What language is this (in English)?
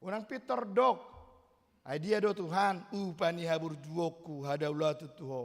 Batak Toba